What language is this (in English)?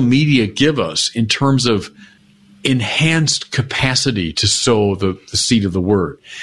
English